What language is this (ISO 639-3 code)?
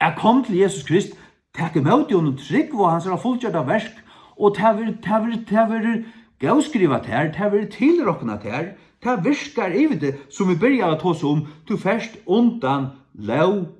fao